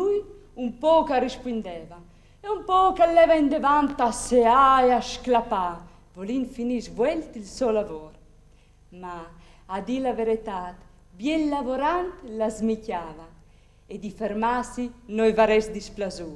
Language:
Friulian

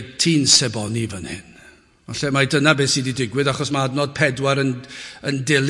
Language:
Welsh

